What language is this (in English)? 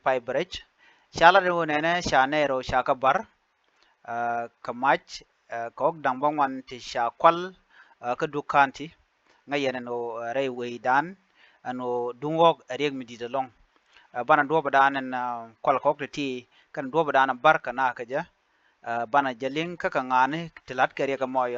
Nuer